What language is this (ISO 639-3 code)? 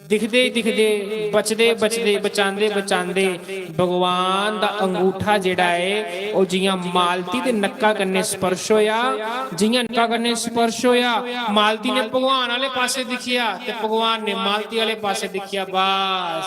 doi